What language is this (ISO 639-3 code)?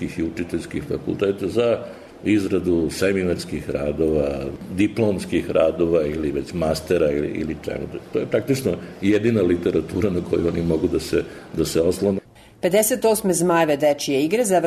srp